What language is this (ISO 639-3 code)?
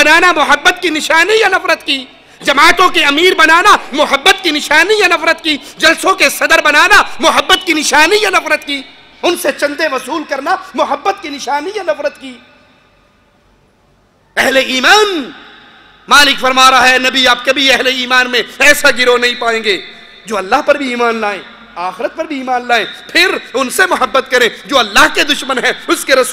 urd